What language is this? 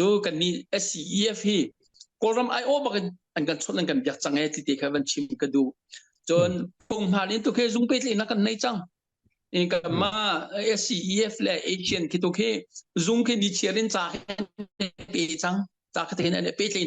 Hakha Chin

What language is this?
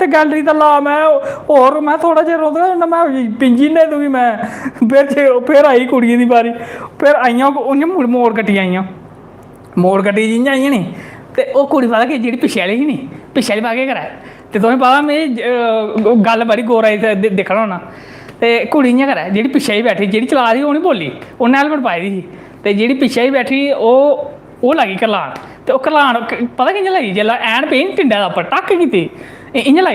Dogri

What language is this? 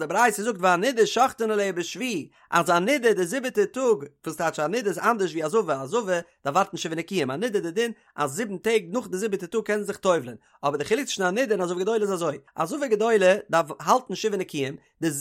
Yiddish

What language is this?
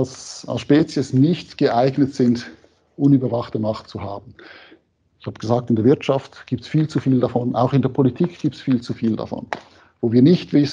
German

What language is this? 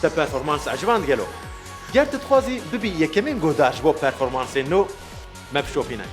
Kurdish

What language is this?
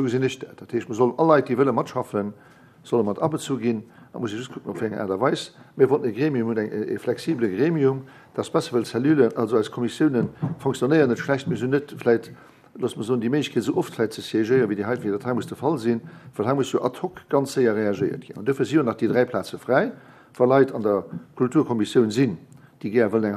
Luxembourgish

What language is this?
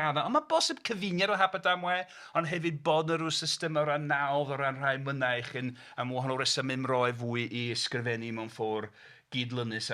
Welsh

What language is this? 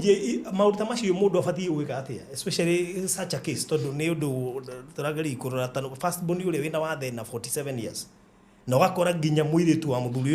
Kikuyu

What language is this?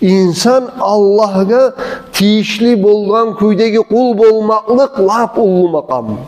Kumyk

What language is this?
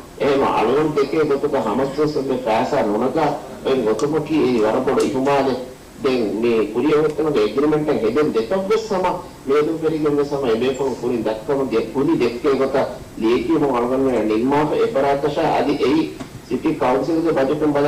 Divehi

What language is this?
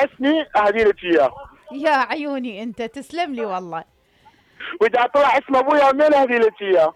Mesopotamian Arabic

